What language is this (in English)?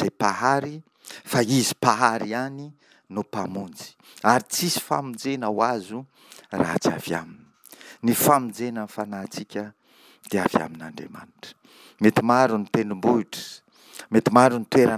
Malagasy